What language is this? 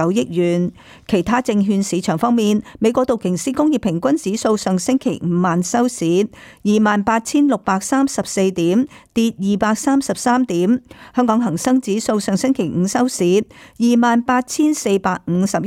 Cantonese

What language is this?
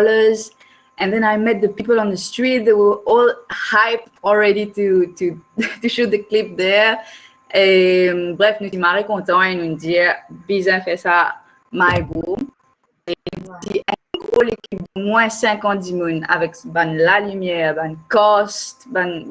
Morisyen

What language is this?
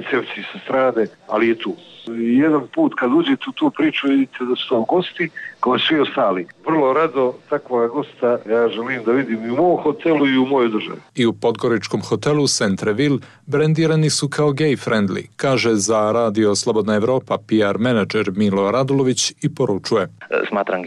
Serbian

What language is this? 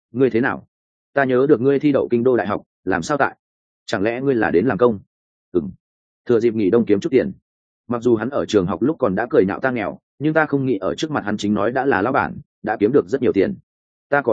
Vietnamese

